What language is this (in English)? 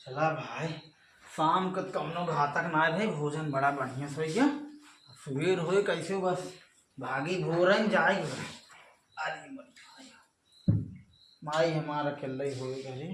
Awadhi